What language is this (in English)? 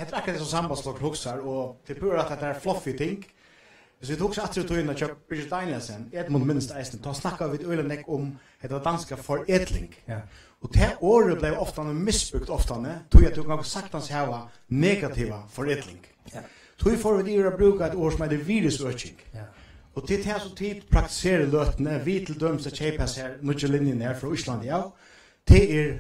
Faroese